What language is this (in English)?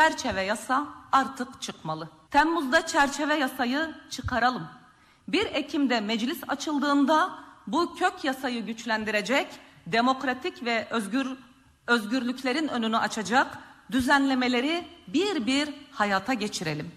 Turkish